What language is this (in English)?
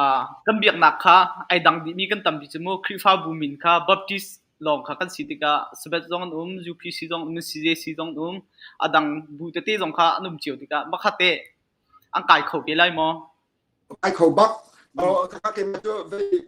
Hakha Chin